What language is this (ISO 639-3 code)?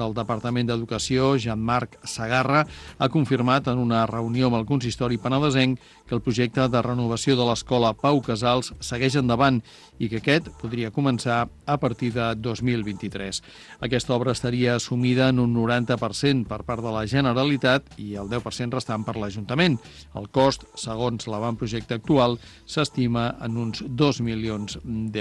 cat